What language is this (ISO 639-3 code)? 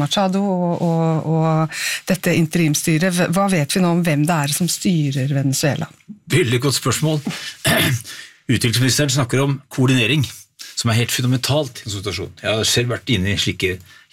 nor